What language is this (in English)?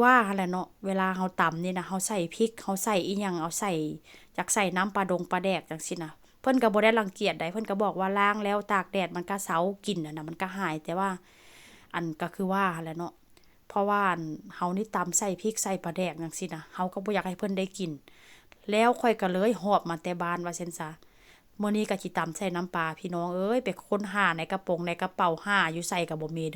Northeastern Thai